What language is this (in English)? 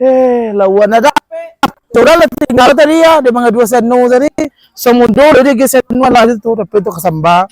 Minangkabau